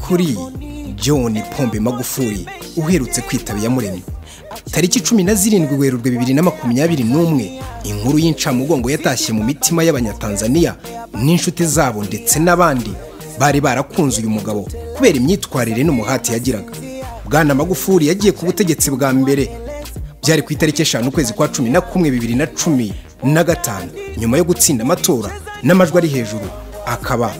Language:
Kinyarwanda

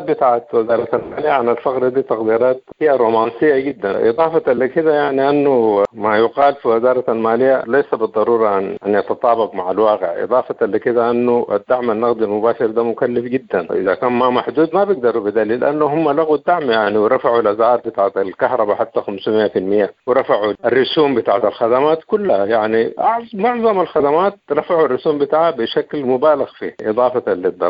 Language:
Sudanese Arabic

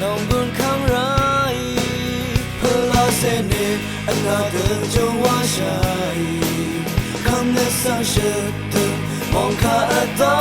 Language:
Rawang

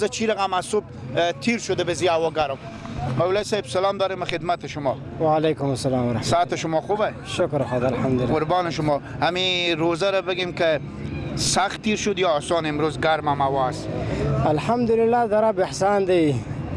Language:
Persian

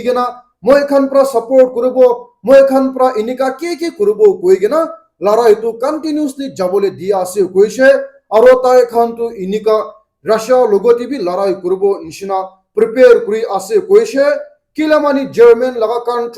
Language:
Naga Pidgin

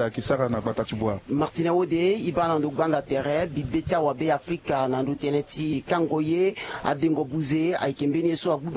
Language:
Sango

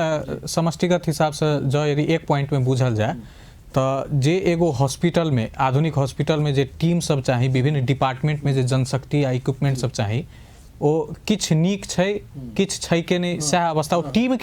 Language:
Maithili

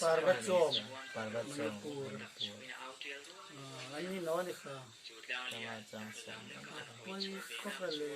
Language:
Hmar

